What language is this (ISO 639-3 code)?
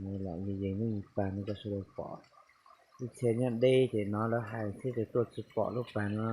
hmn